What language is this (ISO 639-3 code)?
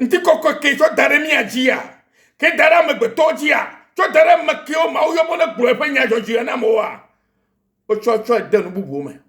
ewe